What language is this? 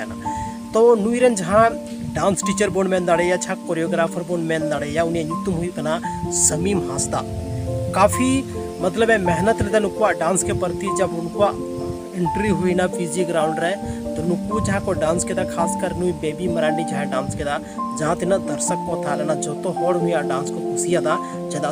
Santali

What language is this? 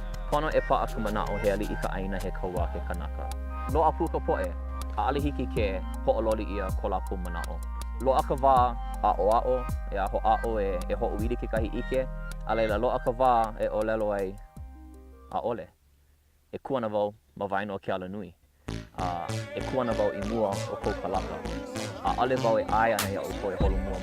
Hawaiian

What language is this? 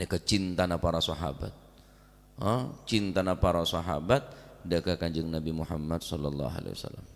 Madurese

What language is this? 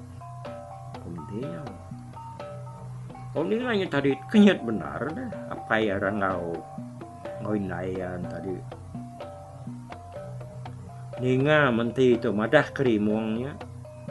Iban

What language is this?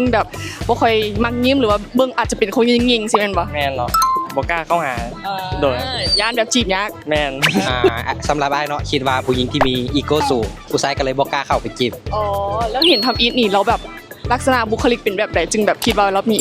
Lao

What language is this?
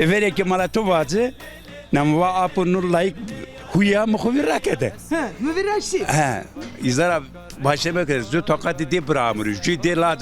Zaza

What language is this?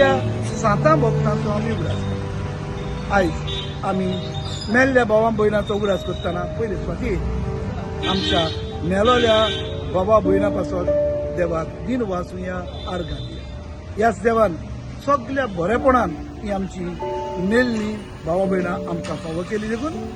Konkani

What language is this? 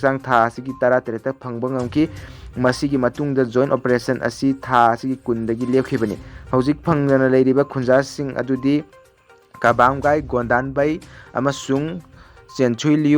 Manipuri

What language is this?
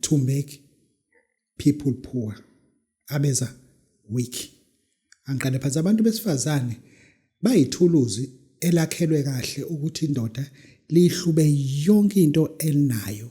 Zulu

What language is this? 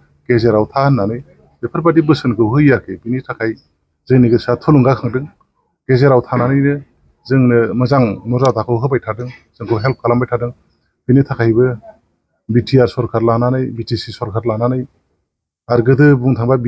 Bodo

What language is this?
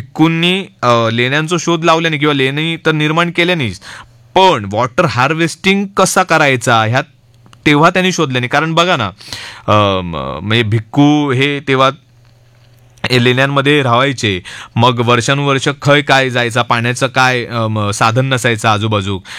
Marathi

